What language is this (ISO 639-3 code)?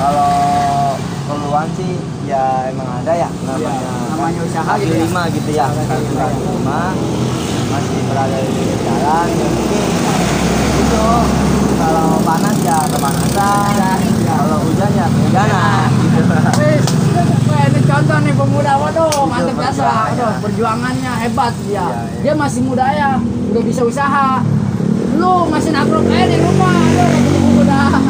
bew